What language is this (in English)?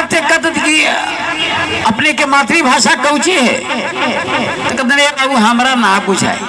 Magahi